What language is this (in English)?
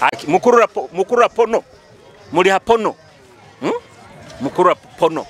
Nyoro